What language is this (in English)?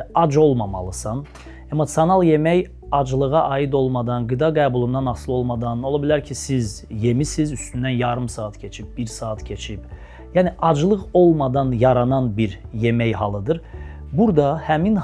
Azerbaijani